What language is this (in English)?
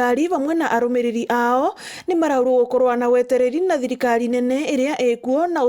Meru